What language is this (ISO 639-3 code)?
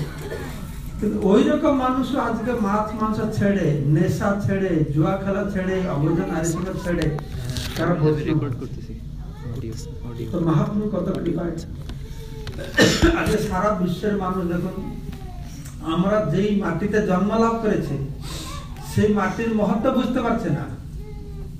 ben